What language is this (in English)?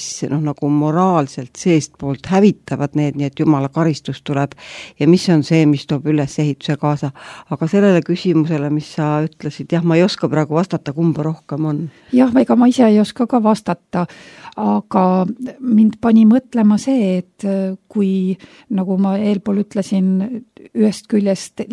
Estonian